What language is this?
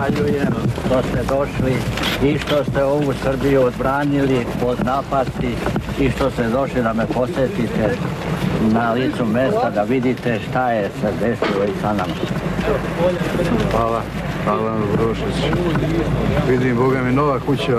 Serbian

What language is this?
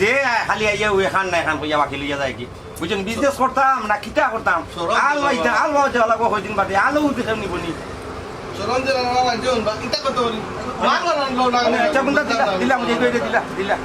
Sylheti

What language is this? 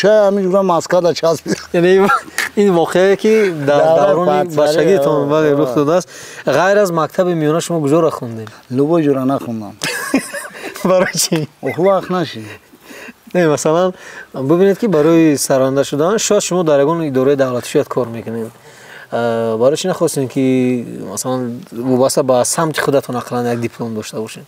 Tajik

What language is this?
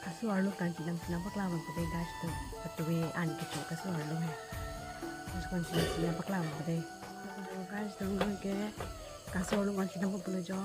Karbi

